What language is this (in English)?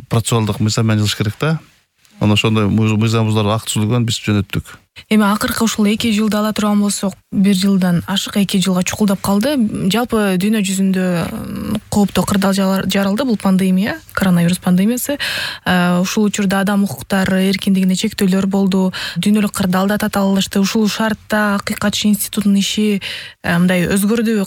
Kyrgyz